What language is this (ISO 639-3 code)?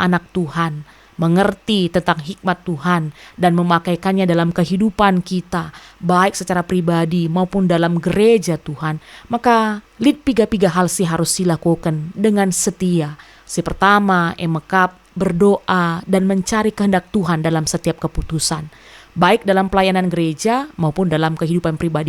btx